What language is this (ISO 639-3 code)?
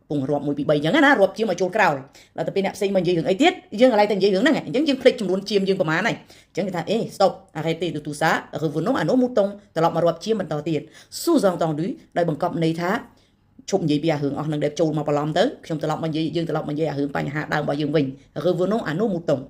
khm